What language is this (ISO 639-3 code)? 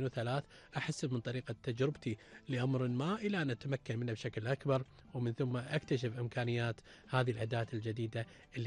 afb